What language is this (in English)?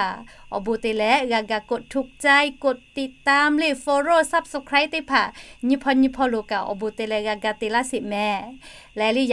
Lahu